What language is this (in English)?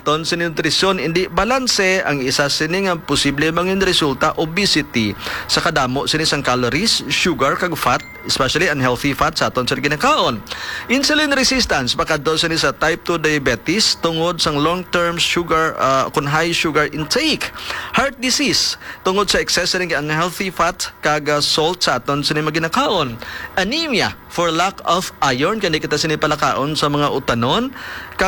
Hiligaynon